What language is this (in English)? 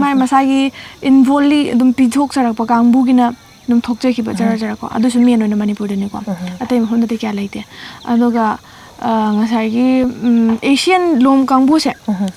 Manipuri